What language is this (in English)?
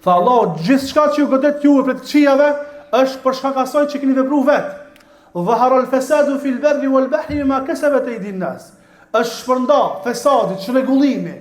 Albanian